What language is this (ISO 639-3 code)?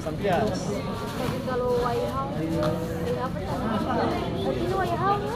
abs